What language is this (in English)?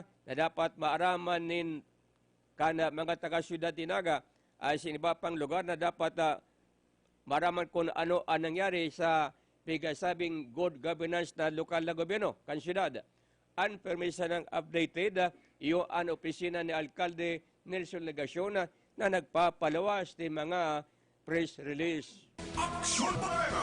Bikol